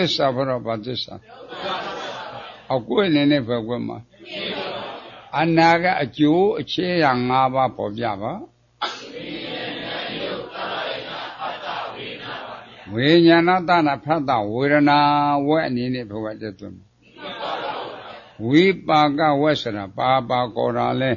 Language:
Burmese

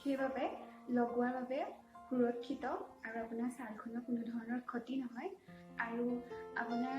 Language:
Assamese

